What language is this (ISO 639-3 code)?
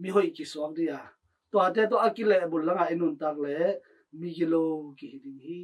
ctd